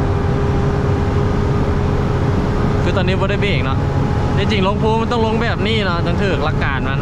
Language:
Lao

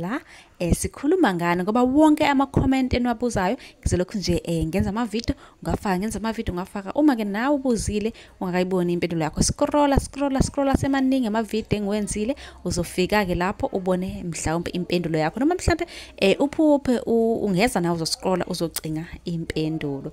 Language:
Zulu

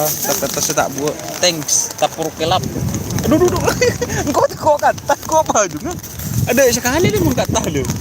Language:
Madurese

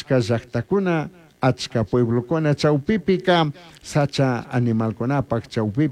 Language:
Chimborazo Highland Quichua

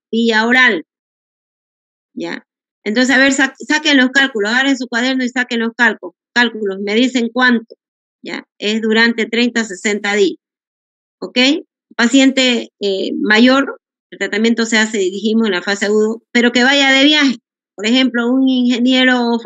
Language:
Spanish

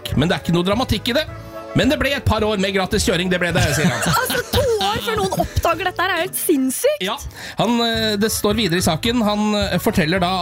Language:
Norwegian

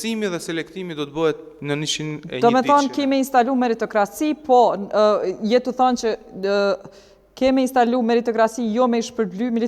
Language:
Albanian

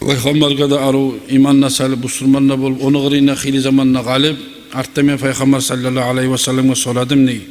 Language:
Kumyk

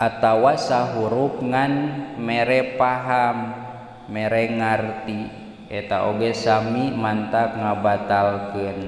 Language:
Sundanese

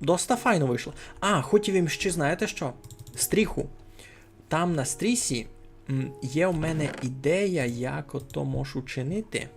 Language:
Rusyn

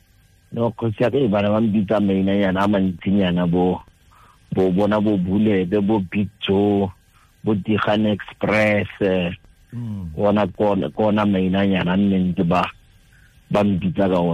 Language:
Tswana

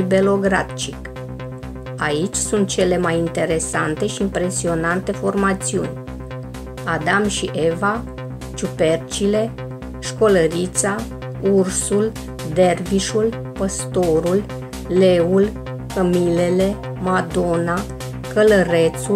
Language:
Romanian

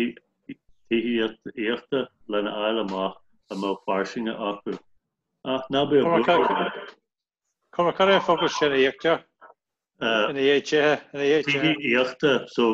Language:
Irish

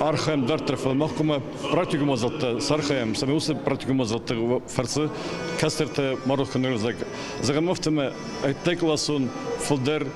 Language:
Ossetic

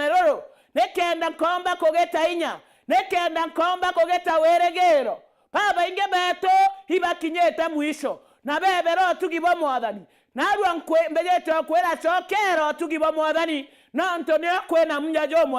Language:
Meru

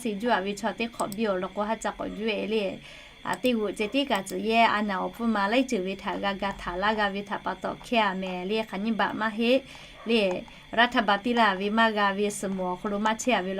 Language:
Lahu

